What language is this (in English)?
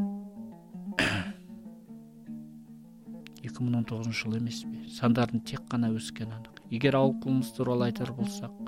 Kazakh